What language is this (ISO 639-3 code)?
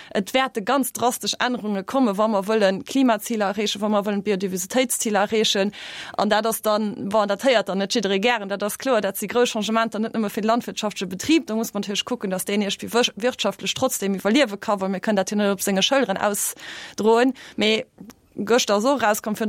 ltz